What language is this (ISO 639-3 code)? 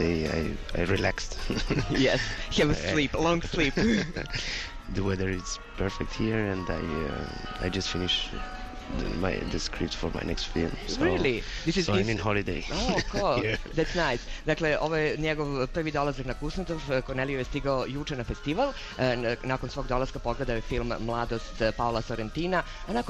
srp